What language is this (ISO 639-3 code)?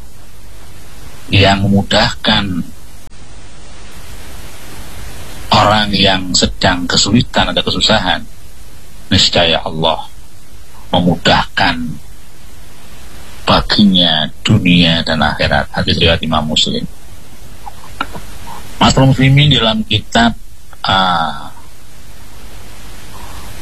ind